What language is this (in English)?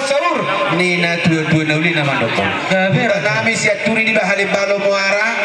Batak Toba